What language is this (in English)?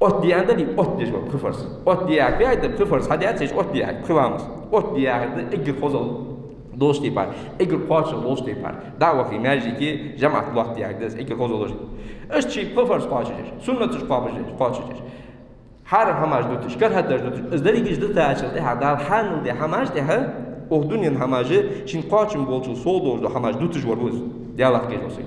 Ingush